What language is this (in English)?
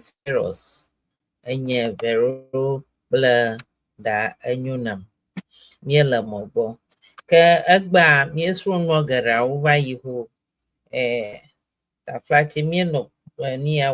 Ewe